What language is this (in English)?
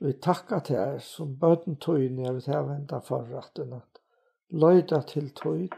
Faroese